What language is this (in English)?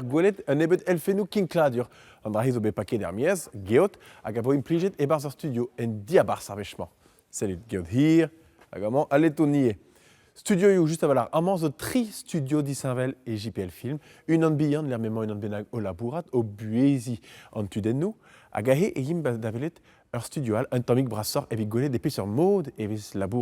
Breton